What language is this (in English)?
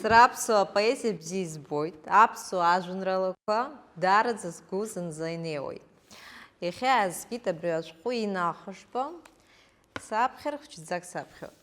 Abkhazian